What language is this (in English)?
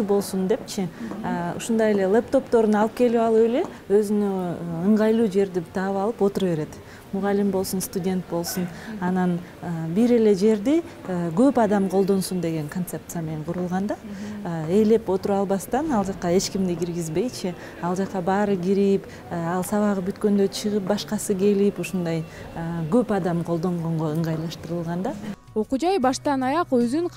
Kyrgyz